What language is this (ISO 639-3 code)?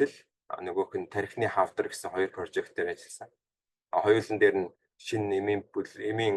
mon